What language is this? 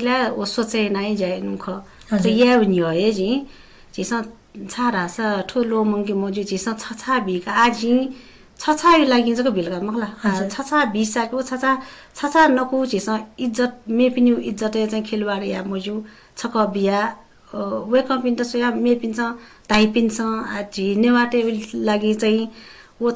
Newari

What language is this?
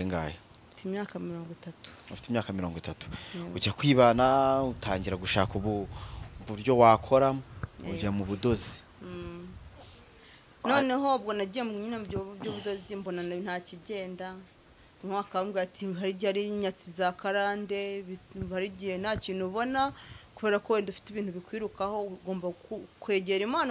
Kinyarwanda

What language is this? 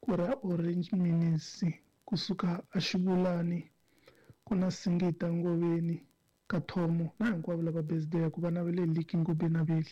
Tsonga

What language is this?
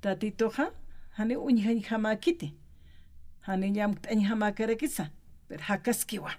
Aymara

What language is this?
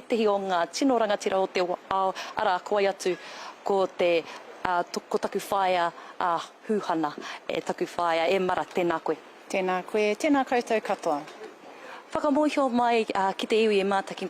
Māori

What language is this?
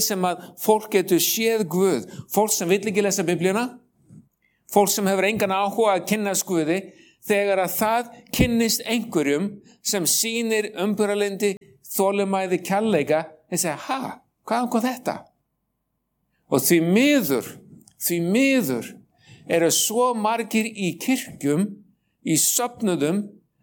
Icelandic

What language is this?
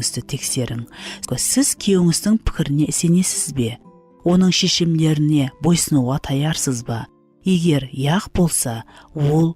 Kara-Kalpak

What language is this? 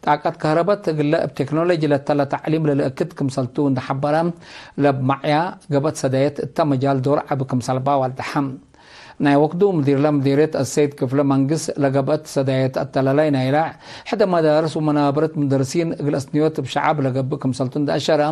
Tigre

